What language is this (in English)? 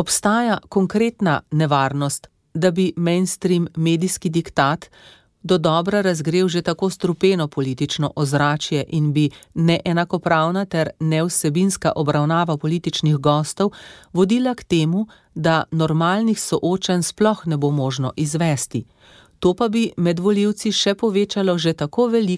Slovenian